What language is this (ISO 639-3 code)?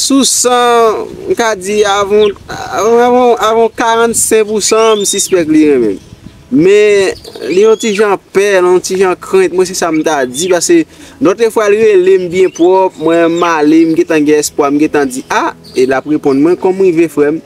hat